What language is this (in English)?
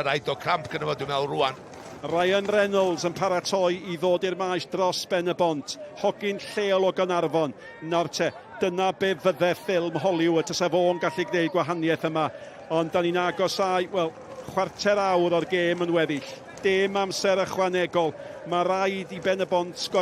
Welsh